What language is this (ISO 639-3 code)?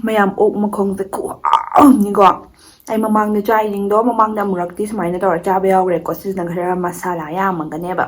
mni